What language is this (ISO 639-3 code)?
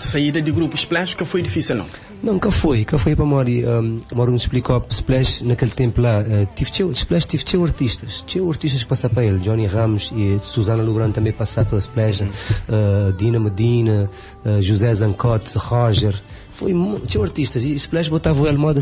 kea